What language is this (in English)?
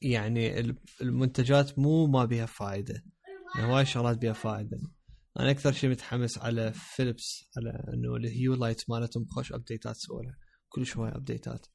Mesopotamian Arabic